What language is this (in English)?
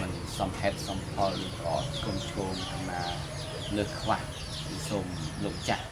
Khmer